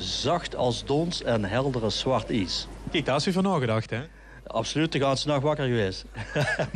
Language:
Limburgish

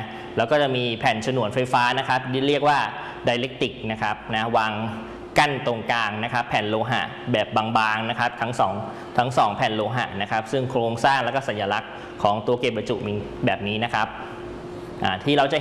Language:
Thai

